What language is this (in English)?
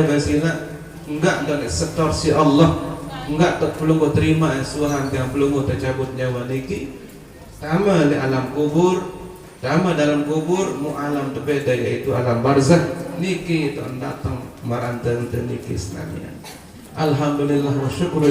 Sasak